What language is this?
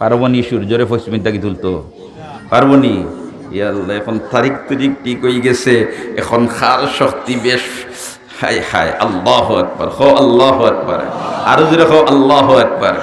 Sylheti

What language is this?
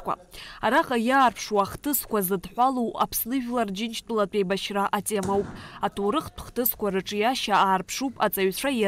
Abkhazian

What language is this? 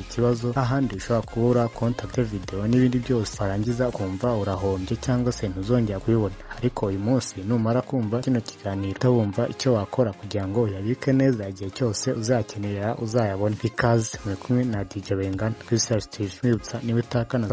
Kinyarwanda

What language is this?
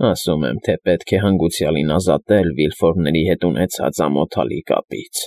Armenian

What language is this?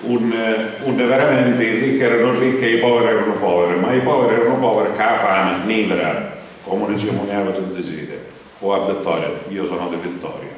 Sicilian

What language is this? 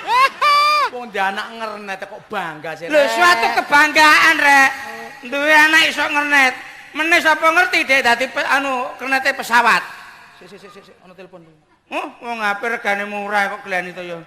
Javanese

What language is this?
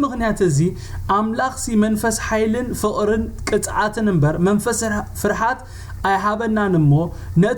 Tigrinya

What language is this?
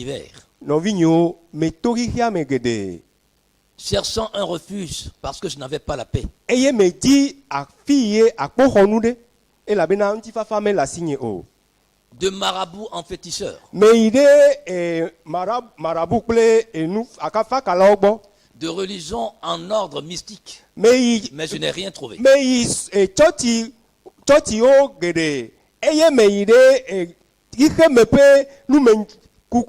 Ewe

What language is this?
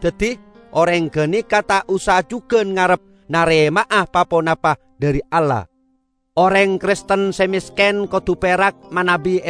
Madurese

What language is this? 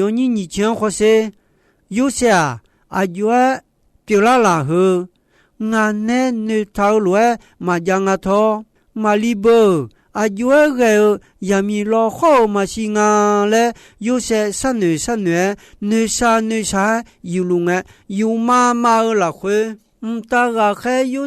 Akha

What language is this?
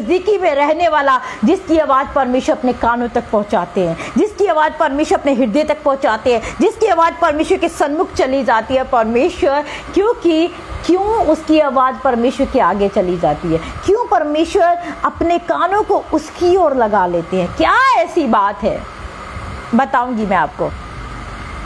Hindi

